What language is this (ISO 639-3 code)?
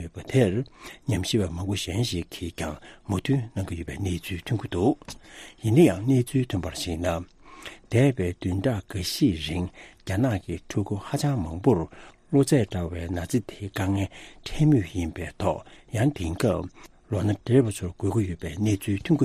bod